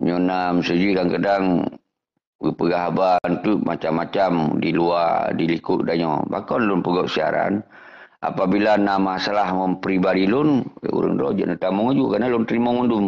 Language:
Achinese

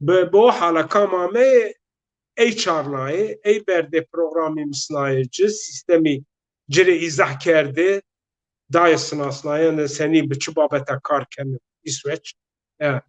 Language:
Zaza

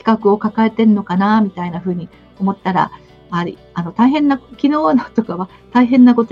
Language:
Japanese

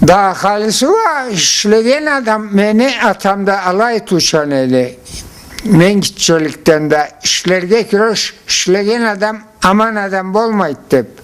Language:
Karachay-Balkar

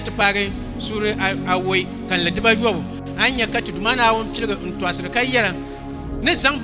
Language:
Dagbani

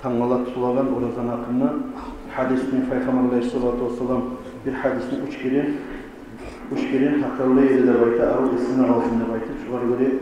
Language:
Kumyk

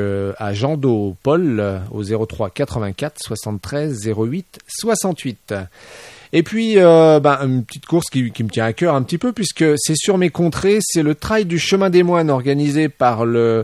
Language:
French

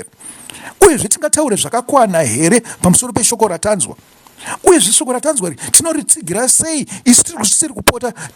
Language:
Shona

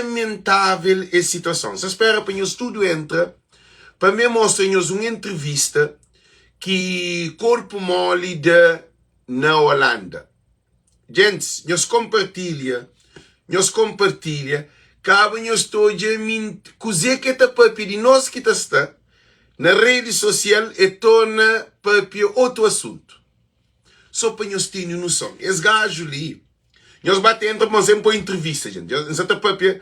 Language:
Kabuverdianu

